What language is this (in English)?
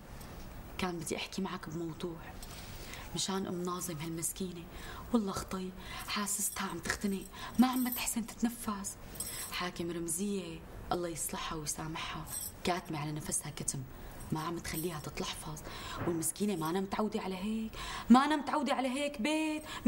North Levantine Arabic